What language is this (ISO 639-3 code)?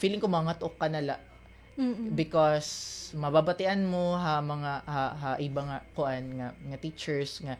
war